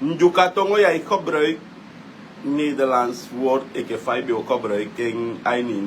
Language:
Sranan Tongo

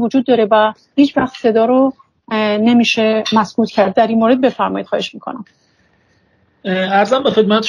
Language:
Persian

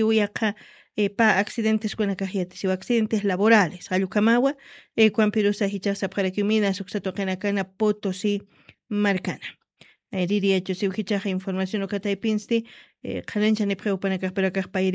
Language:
Aymara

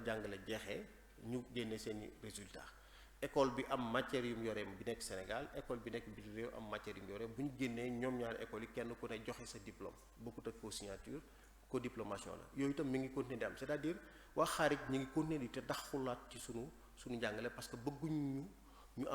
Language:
Wolof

